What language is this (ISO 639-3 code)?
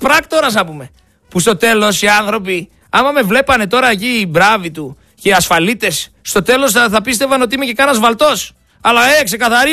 ell